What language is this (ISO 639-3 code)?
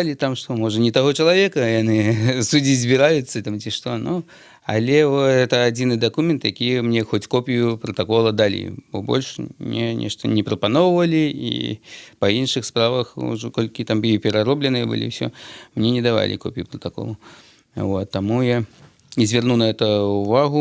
bel